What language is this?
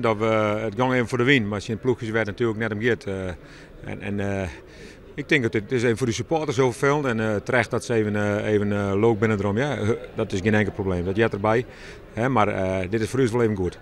Western Frisian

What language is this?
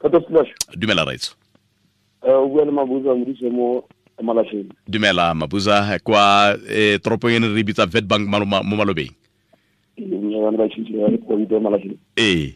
Tswana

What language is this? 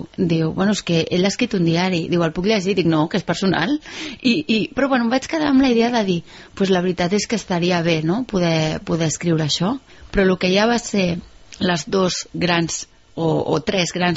Catalan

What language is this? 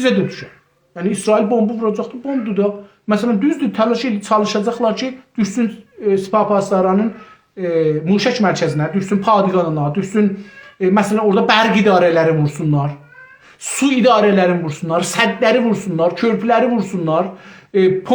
South Azerbaijani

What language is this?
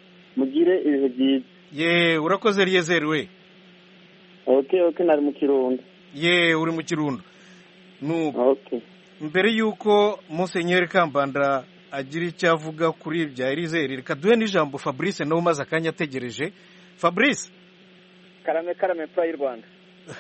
Kinyarwanda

